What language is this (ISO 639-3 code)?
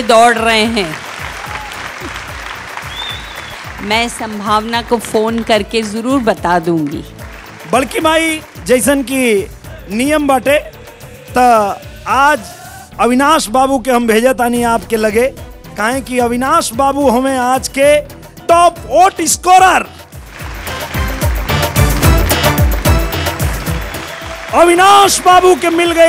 bho